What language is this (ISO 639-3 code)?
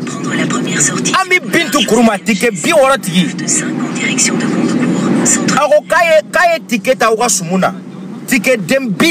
bam